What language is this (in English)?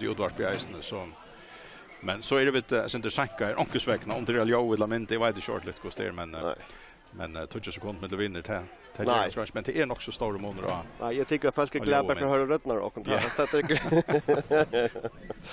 Faroese